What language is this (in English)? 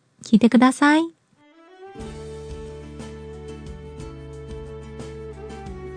Japanese